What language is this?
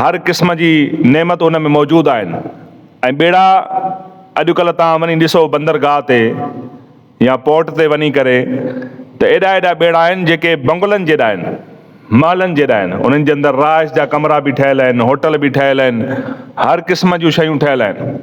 Sindhi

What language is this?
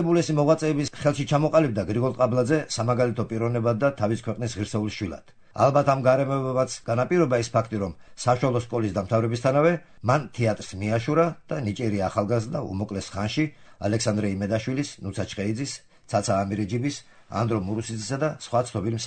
Georgian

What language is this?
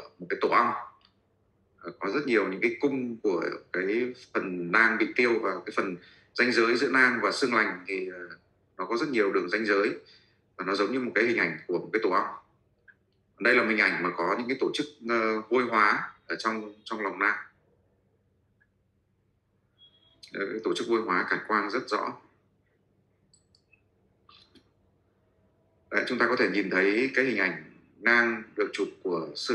Vietnamese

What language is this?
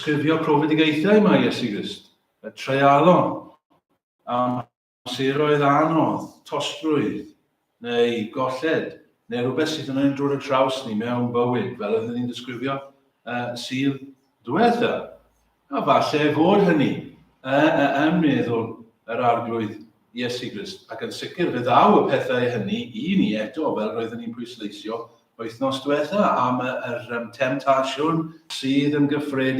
Welsh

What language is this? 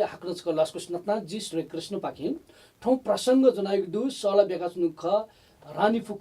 Newari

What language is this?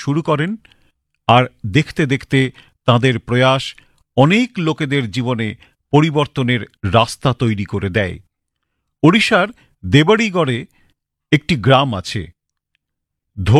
Bangla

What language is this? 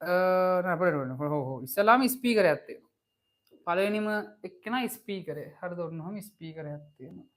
Sinhala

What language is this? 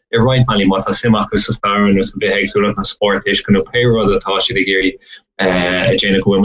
Irish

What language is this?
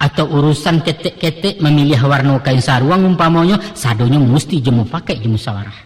Minangkabau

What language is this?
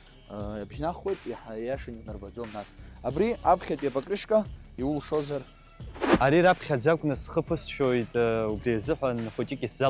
Abkhazian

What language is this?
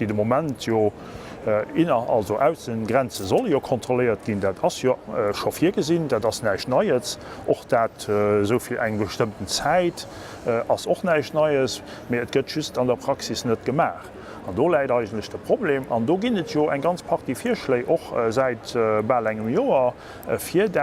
Luxembourgish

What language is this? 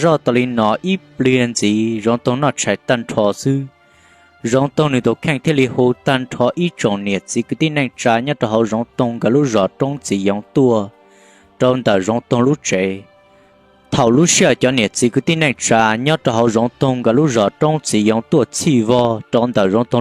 Hmong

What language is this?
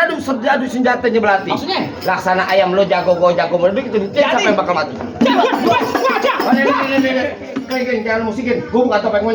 Betawi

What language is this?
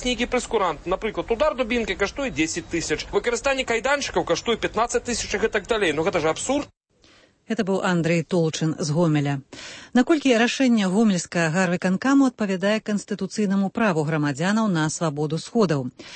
Belarusian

